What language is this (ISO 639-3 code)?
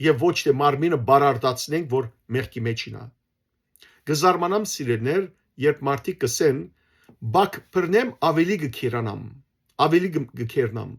hyw